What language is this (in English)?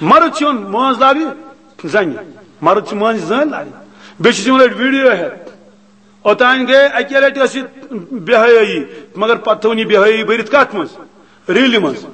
Kashmiri